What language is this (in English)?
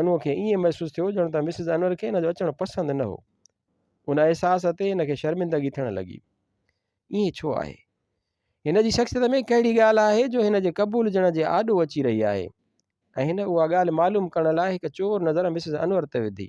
Sindhi